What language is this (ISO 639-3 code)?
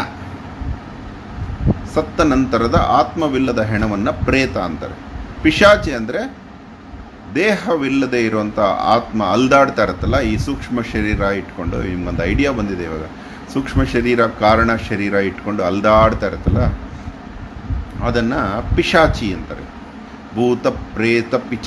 kan